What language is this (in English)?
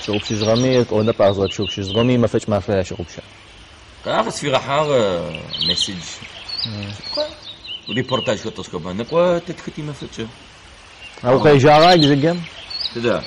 Adyghe